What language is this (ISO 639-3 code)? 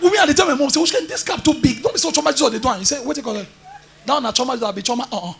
pcm